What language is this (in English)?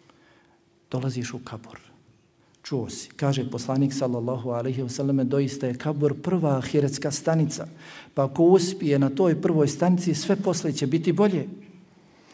Bosnian